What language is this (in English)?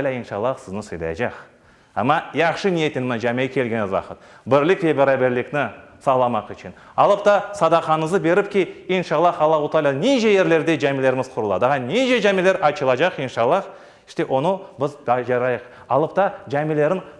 Crimean Tatar